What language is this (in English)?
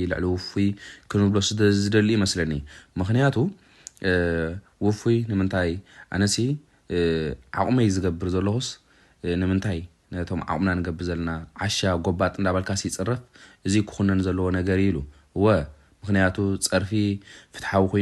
Tigrinya